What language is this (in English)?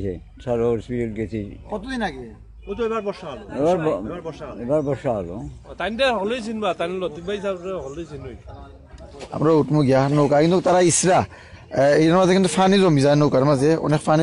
Sylheti